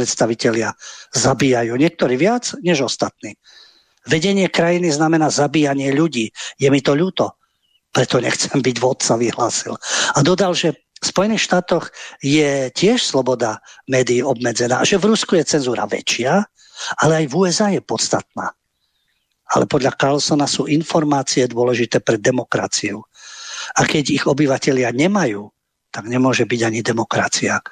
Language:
Slovak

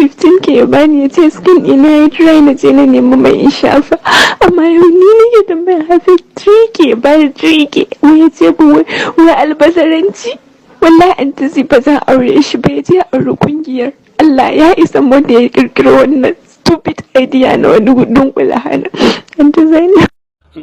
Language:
Hausa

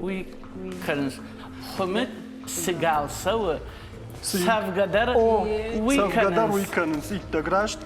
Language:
Ossetic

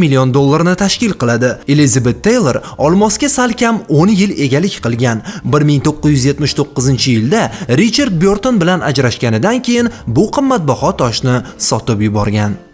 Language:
Uzbek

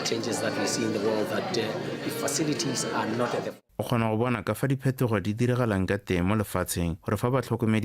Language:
Tswana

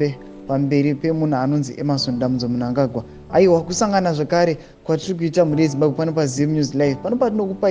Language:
Shona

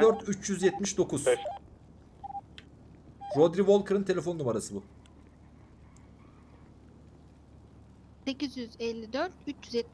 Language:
Turkish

